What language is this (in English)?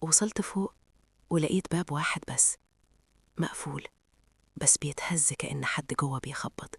Egyptian Arabic